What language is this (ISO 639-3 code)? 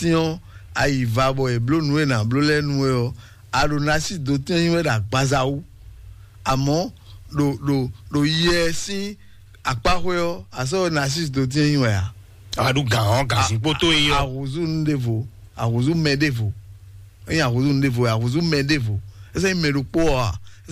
fon